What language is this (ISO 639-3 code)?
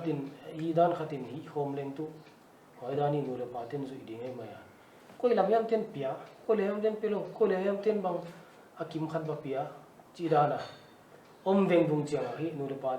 pck